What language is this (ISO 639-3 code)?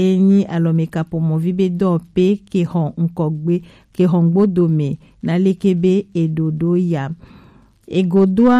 gej